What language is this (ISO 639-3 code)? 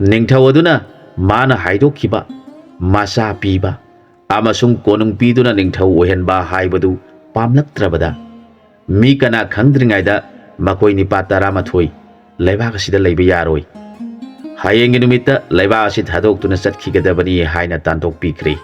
mni